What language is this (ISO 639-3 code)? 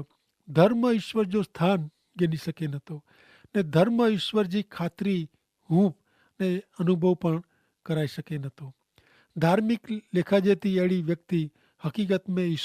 kfr